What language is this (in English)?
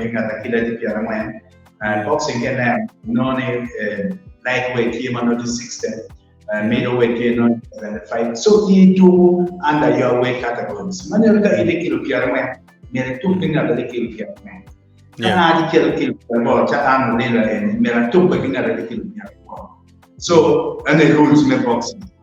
Acoli